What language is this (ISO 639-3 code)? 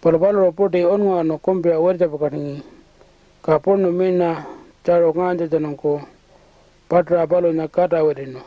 pjt